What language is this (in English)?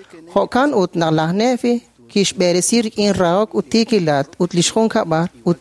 Kekchí